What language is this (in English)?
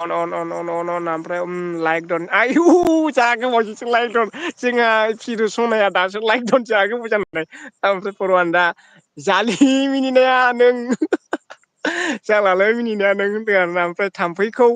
Bodo